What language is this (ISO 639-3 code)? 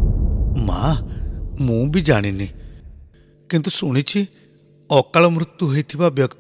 ori